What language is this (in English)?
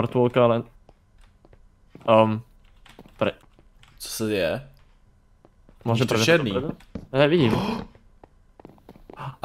Czech